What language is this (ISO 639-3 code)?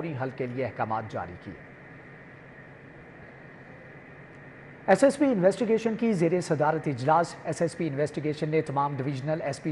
urd